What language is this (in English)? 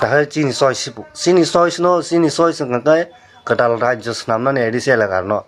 Kok Borok